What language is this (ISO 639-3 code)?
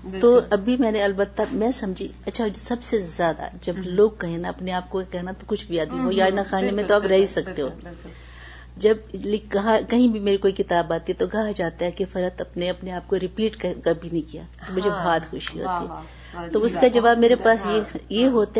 urd